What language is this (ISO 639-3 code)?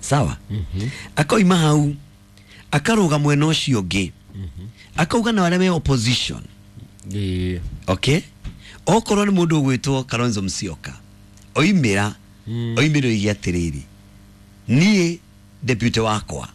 kik